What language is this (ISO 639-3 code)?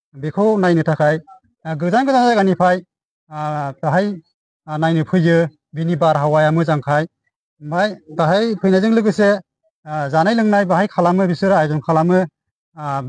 brx